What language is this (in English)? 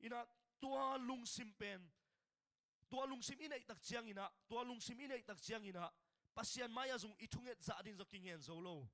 Tedim Chin